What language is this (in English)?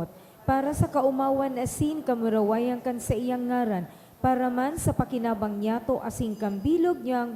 Bikol